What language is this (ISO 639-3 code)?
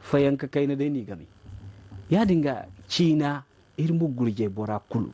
dje